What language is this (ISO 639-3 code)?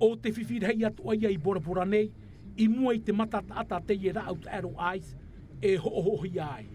tah